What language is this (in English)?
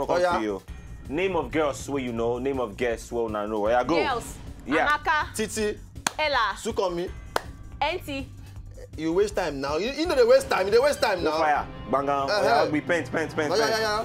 Nigerian Pidgin